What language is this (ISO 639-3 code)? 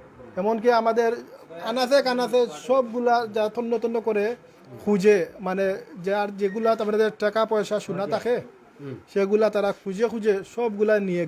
syl